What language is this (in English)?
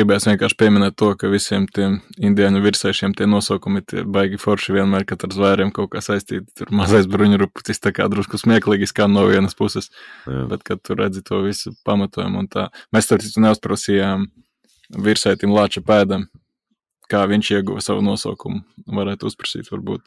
Latvian